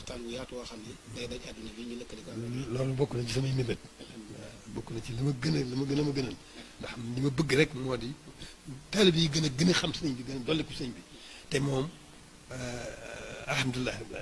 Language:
Wolof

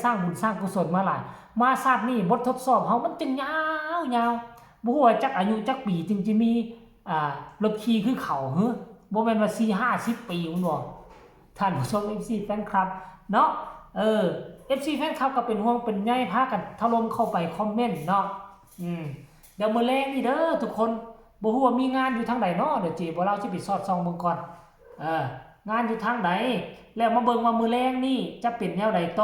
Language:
Northeastern Thai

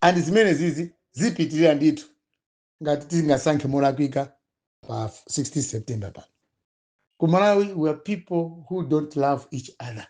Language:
Nyanja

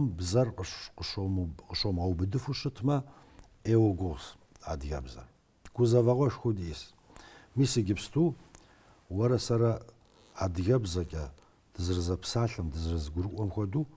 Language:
Kabardian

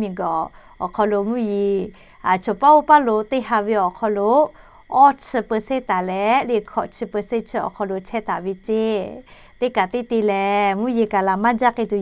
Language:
Lahu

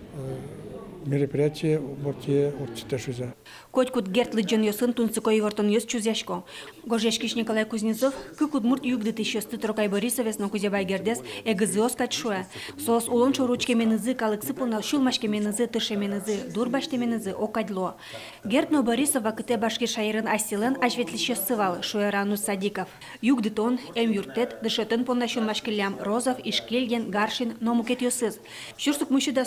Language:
Udmurt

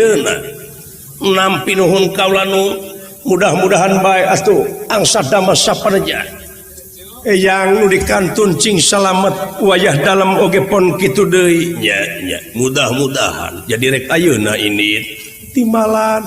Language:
Sundanese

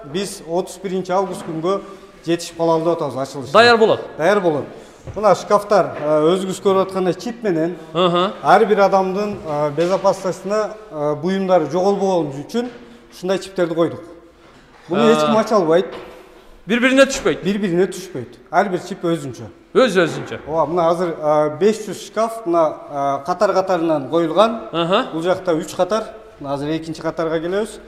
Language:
Kyrgyz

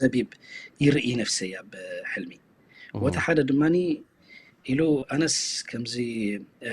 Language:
Tigrinya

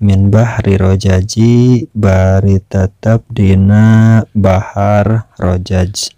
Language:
Sundanese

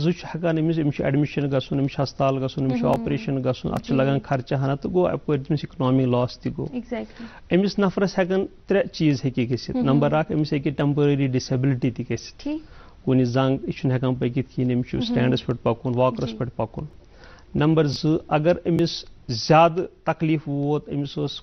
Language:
Kashmiri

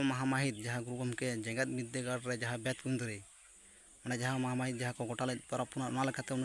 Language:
Santali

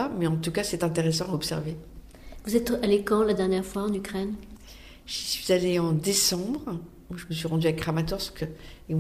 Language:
French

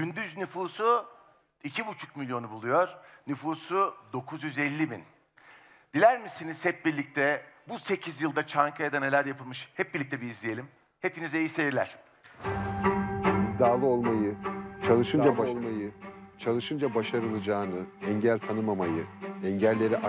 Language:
Turkish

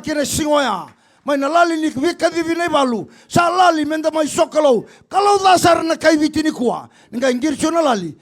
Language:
Fijian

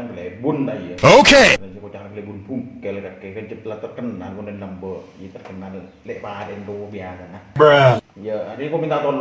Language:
Madurese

